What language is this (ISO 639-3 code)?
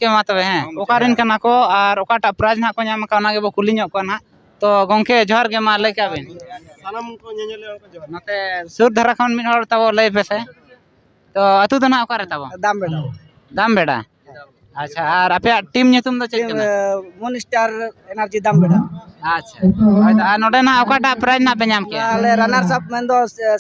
sat